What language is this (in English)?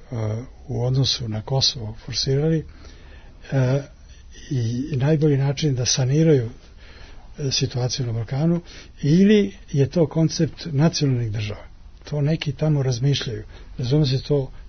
Serbian